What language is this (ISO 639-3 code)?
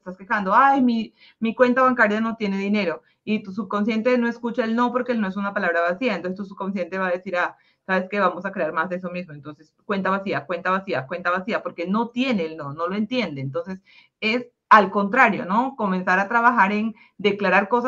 spa